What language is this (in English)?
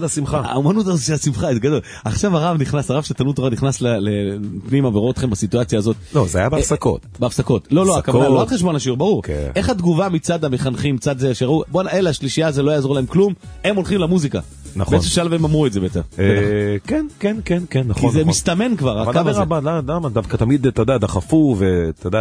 Hebrew